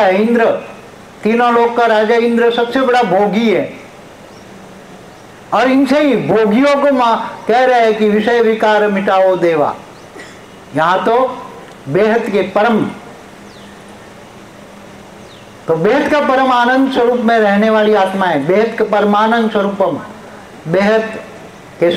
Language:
Hindi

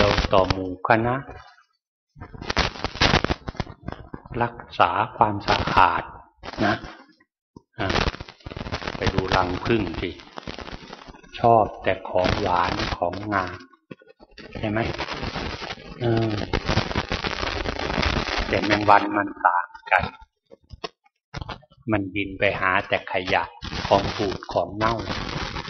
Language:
Thai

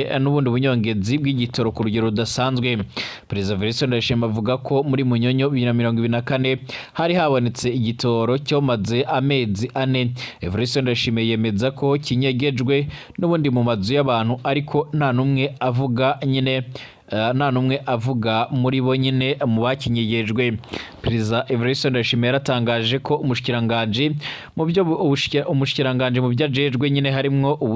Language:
Rundi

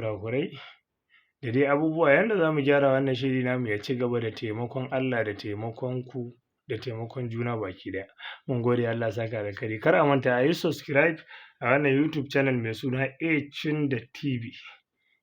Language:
Hausa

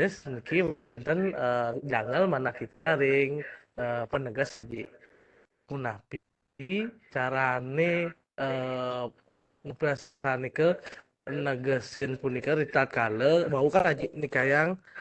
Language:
Balinese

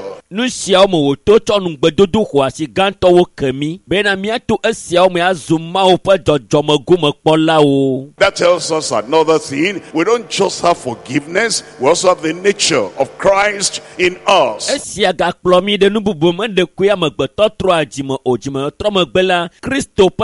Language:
Ewe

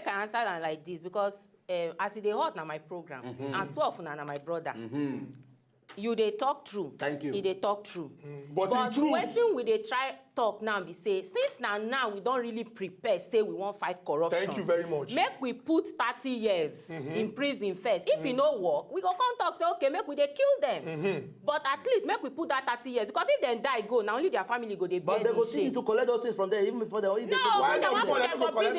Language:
Nigerian Pidgin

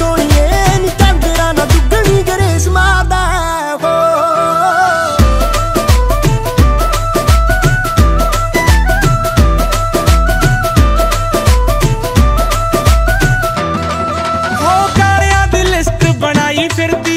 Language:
Punjabi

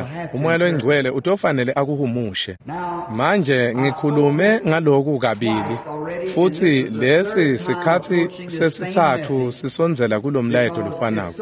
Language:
Swati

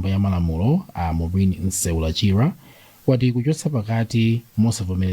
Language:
Nyanja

